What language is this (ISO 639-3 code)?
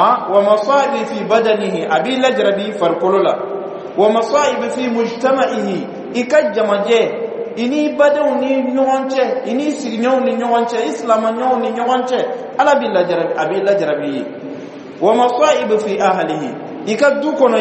bam